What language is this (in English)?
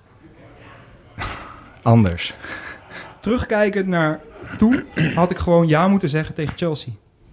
Dutch